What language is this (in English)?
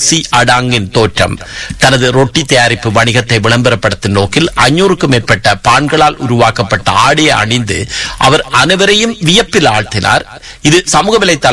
Tamil